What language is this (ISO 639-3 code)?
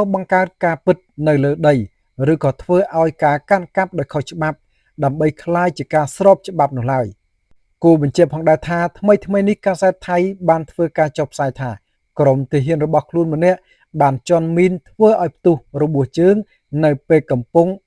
khm